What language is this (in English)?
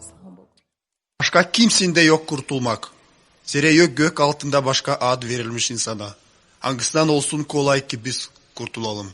Gagauz